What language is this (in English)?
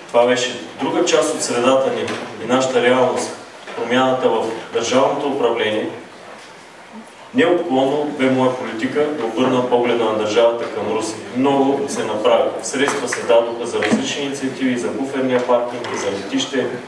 Bulgarian